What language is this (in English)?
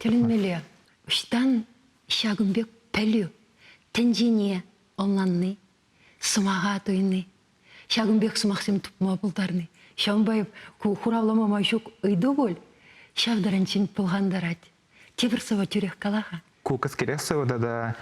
Chuvash